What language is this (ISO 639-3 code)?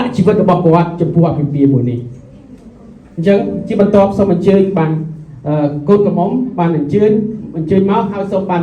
khm